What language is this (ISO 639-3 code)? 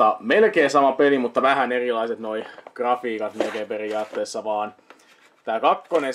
fin